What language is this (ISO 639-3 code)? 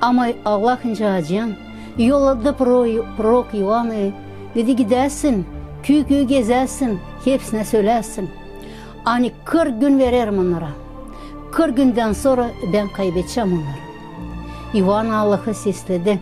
gag